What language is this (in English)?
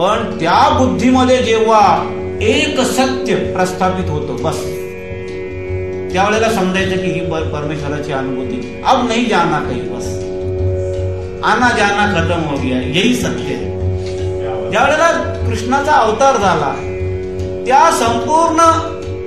Marathi